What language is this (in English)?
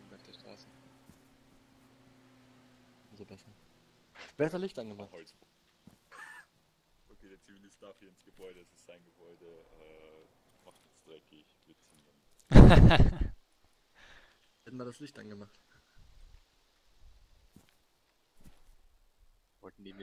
German